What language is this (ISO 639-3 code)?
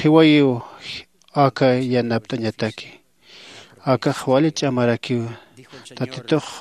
aym